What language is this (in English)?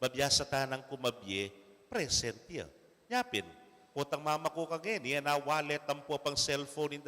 Pampanga